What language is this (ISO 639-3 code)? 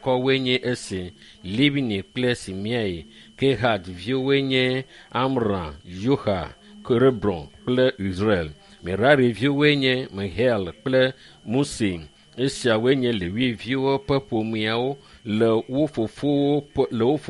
ewe